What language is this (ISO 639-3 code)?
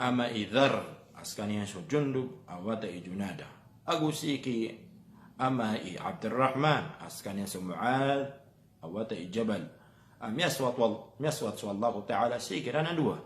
mrw